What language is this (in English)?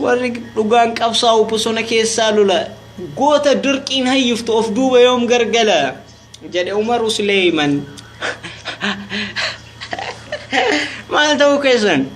Oromo